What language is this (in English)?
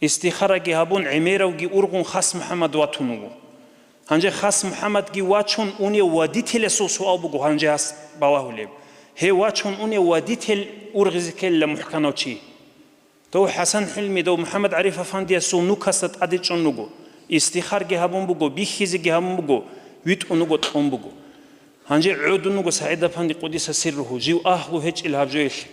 Avaric